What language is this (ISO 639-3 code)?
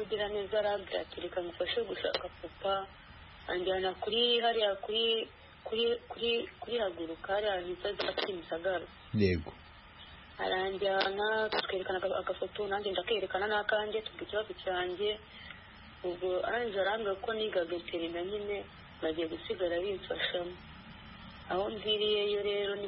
kin